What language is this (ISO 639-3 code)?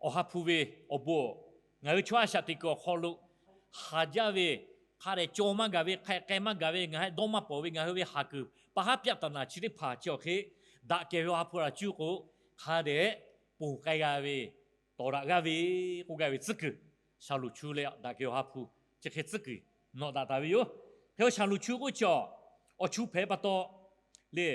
lhu